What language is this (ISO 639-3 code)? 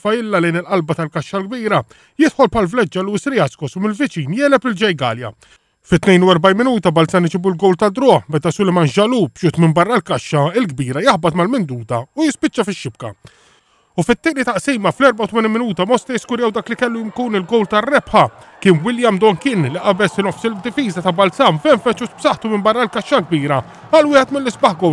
mlt